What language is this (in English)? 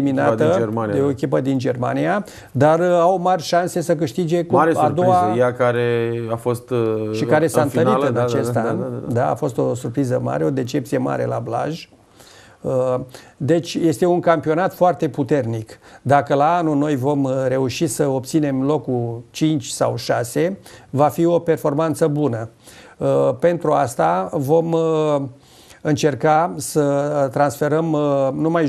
Romanian